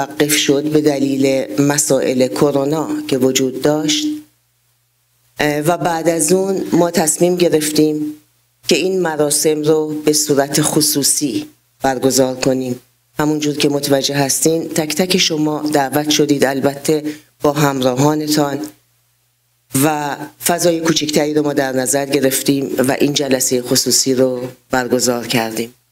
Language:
Persian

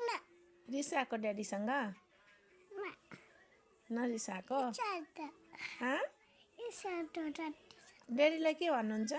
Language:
Nepali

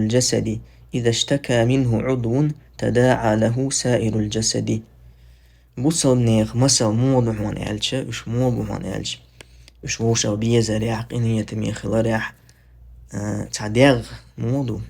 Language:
Chechen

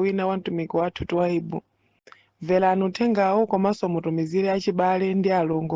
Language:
Nyanja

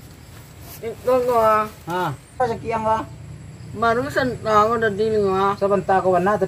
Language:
Minangkabau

